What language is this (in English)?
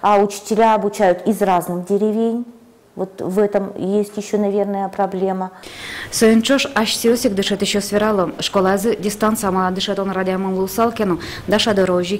Udmurt